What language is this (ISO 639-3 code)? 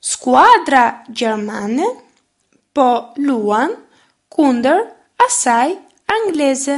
sqi